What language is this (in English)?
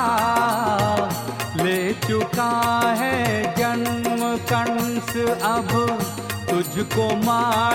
Hindi